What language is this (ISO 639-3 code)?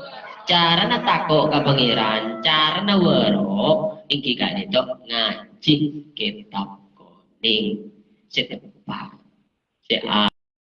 mad